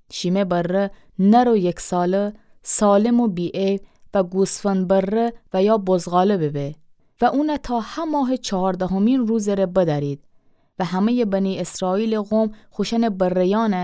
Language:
Gilaki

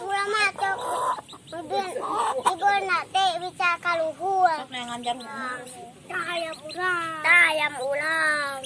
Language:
Sundanese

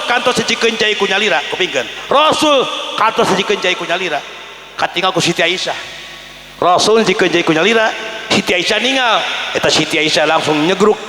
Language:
Sundanese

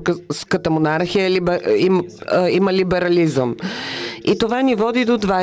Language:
Bulgarian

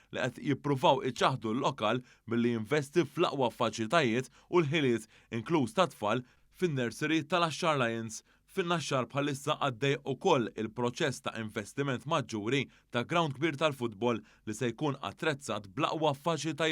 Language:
Maltese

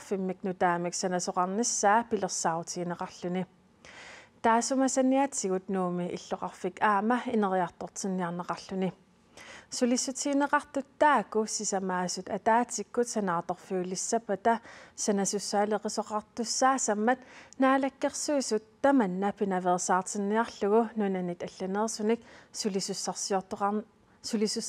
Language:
Kalaallisut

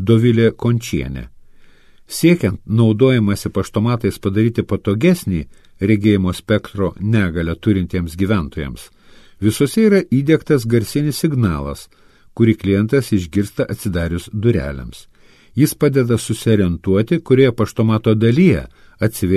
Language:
Lithuanian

